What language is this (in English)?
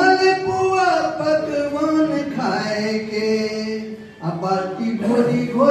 Angika